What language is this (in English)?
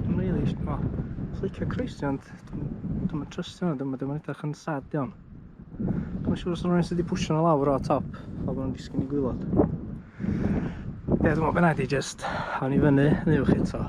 Welsh